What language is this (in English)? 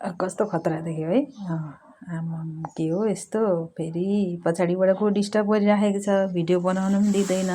Nepali